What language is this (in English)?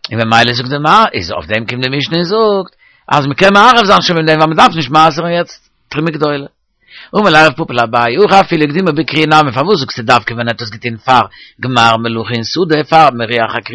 Yiddish